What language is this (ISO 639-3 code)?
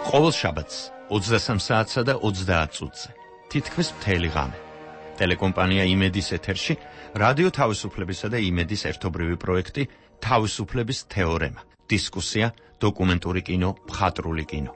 kat